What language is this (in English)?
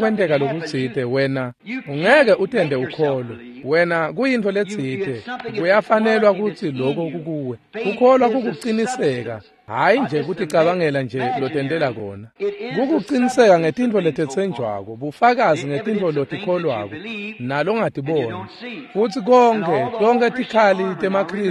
Swati